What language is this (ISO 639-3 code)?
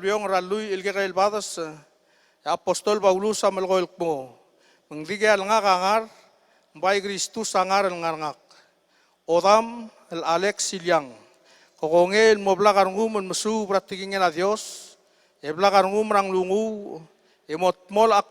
pau